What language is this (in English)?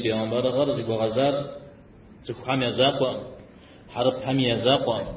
Kabardian